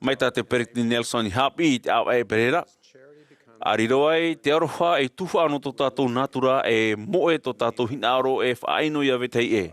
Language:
Tahitian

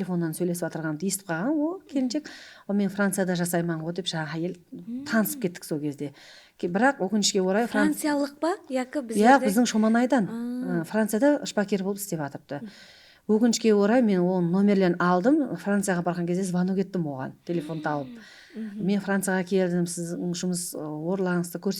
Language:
Kara-Kalpak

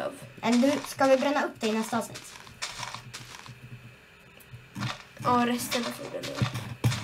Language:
Swedish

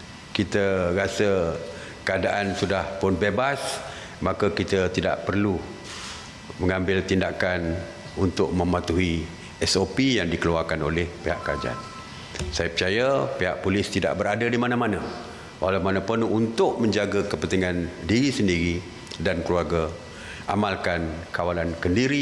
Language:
Malay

